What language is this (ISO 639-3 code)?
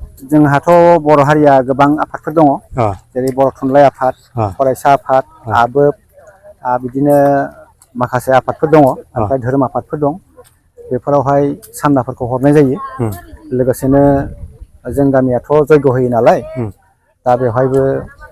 brx